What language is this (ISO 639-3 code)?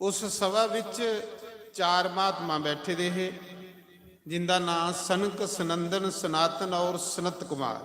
doi